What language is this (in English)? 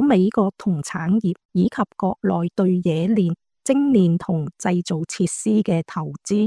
Cantonese